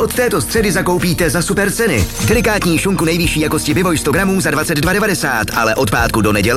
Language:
Czech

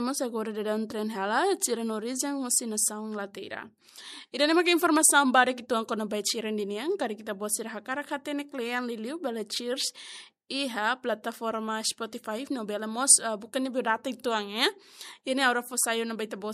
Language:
Tetum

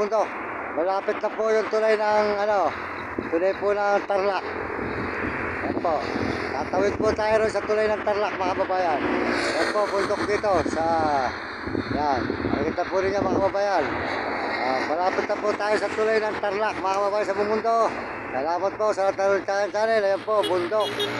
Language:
Filipino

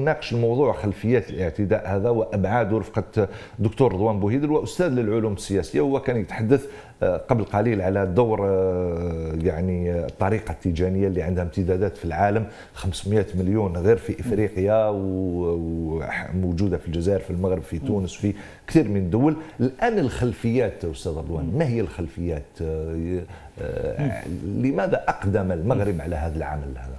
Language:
Algerian Arabic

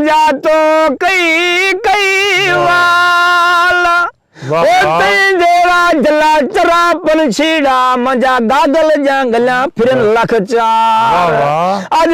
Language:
Saraiki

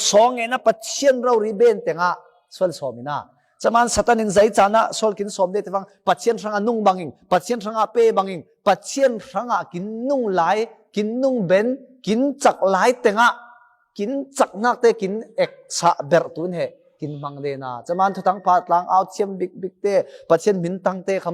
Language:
Falam Chin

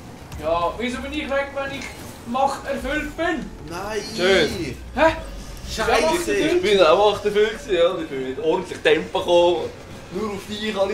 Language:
Swiss German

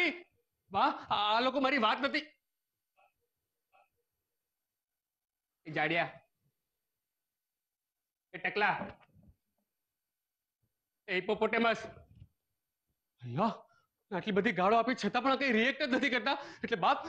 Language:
Gujarati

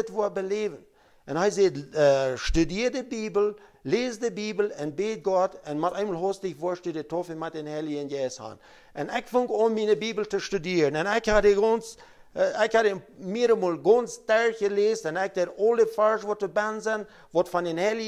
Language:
Plautdietsch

